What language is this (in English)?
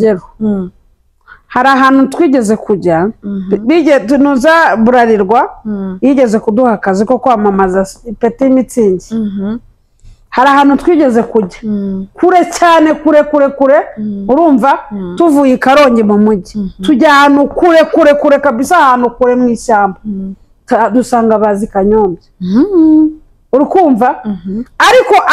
Kinyarwanda